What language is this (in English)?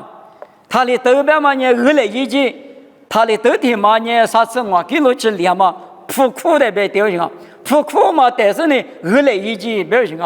Lisu